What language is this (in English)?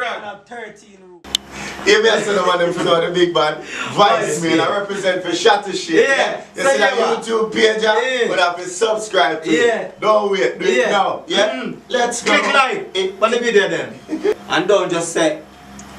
Jamaican Creole English